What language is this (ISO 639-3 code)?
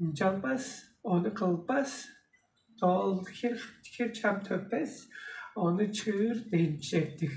tyv